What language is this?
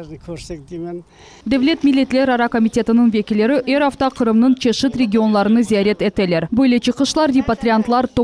Crimean Tatar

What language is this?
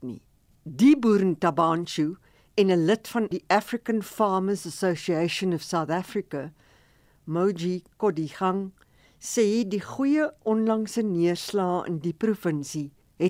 Afrikaans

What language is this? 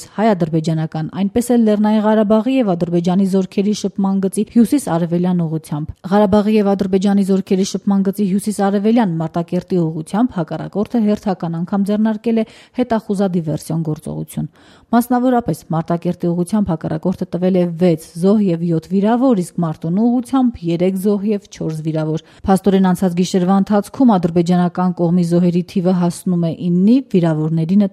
Armenian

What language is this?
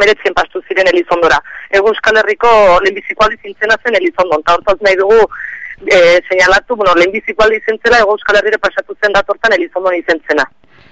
Basque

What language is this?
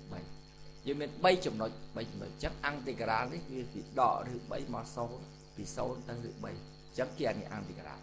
Khmer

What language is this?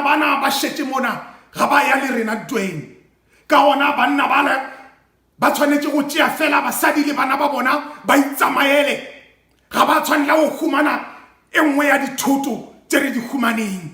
Northern Sotho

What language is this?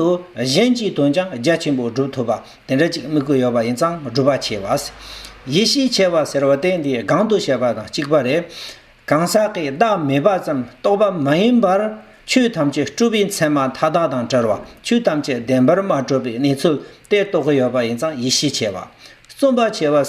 Tibetan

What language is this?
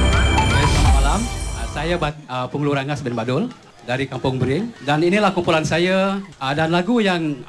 Malay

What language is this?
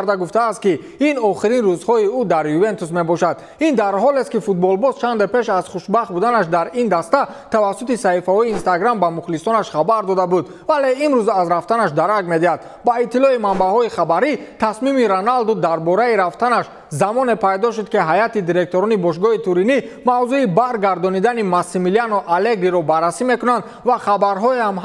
Tajik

